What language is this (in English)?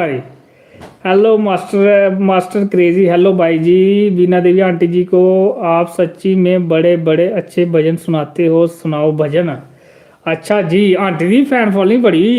Dogri